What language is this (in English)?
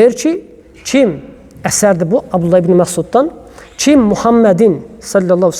Azerbaijani